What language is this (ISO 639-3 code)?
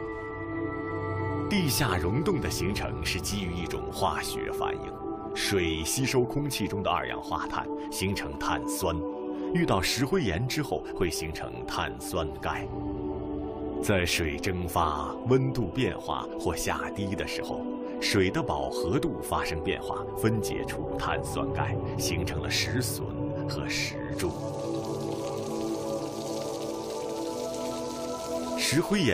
zho